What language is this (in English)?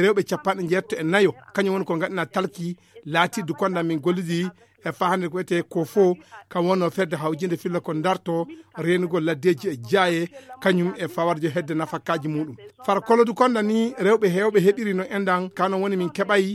Fula